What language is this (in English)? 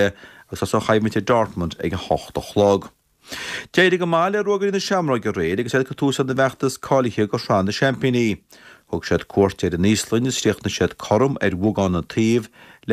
Irish